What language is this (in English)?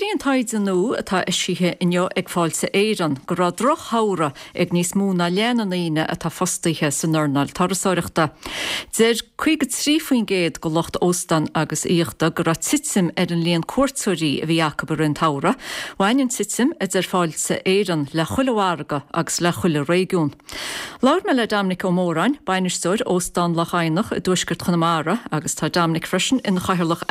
Irish